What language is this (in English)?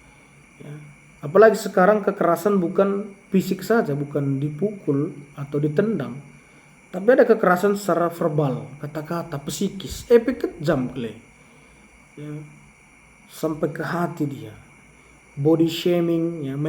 Batak Karo